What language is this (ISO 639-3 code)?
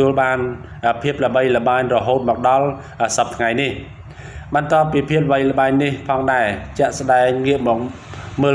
khm